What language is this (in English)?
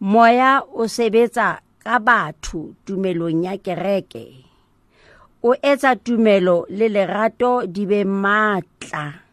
Southern Sotho